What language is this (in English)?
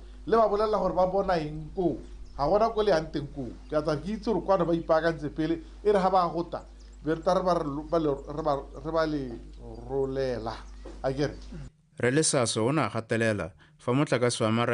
Tswana